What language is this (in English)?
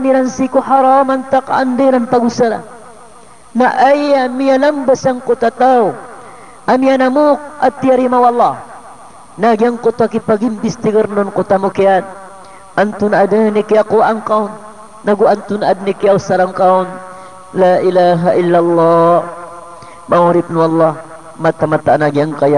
Maranao